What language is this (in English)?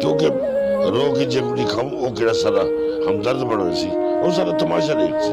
Saraiki